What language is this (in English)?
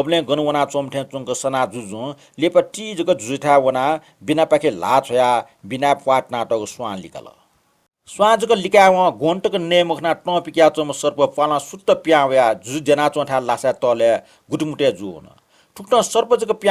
Newari